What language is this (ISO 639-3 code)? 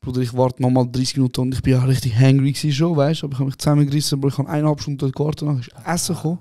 gsw